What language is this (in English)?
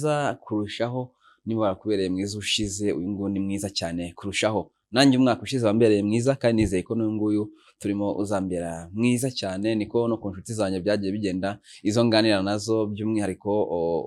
Kinyarwanda